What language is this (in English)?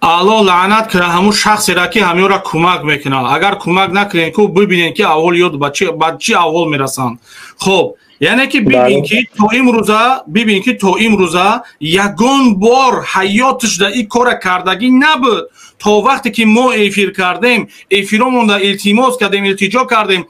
Tajik